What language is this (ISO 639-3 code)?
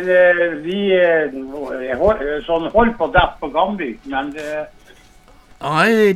nor